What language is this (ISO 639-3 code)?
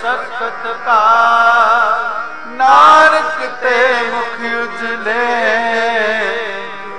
pan